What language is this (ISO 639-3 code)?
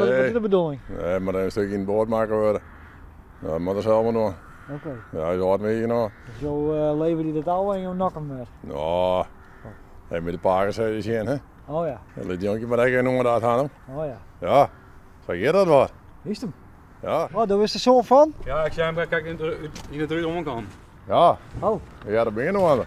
fry